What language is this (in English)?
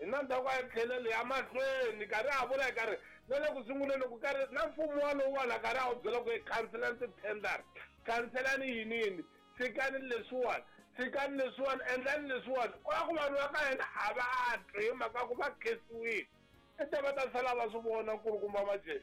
Tsonga